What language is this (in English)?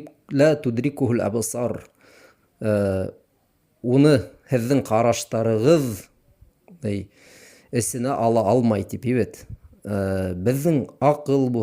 Bashkir